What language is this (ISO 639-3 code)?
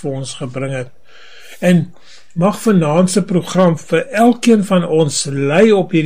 afr